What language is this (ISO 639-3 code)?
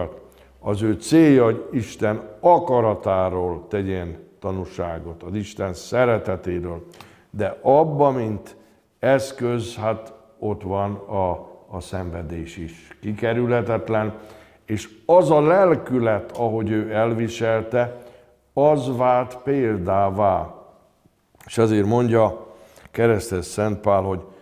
hun